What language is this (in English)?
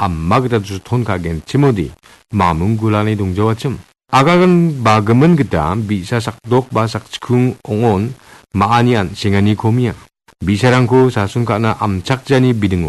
Garo